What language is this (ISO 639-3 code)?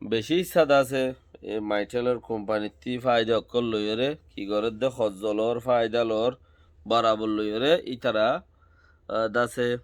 rhg